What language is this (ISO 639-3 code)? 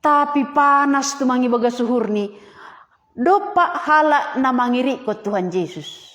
bts